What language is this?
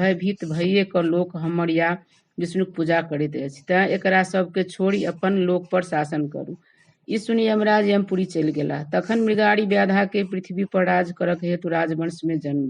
Maithili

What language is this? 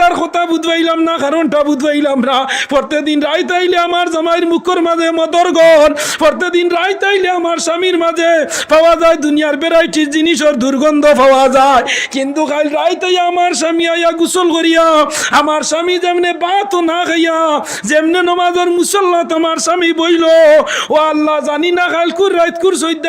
Sylheti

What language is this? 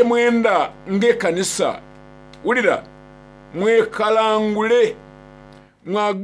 Soga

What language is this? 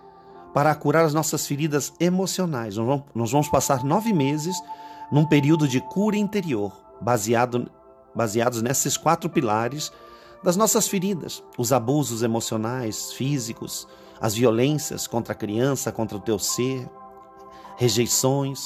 Portuguese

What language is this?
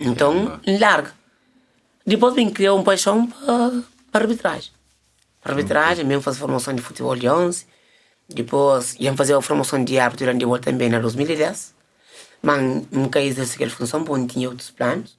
Kabuverdianu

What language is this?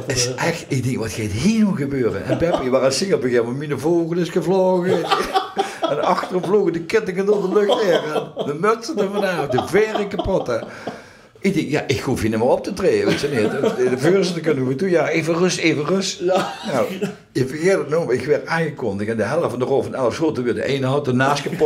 Limburgish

